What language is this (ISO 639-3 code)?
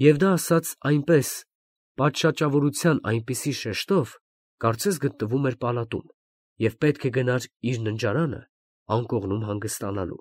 hye